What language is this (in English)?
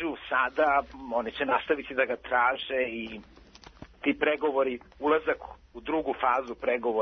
Serbian